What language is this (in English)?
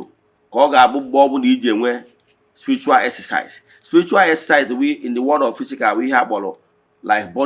Igbo